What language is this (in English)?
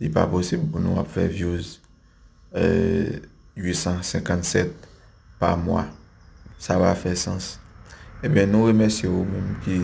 Haitian Creole